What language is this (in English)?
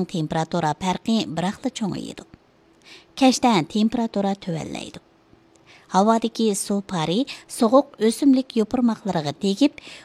Uyghur